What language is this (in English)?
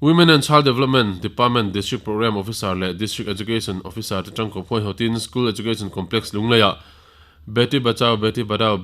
Mizo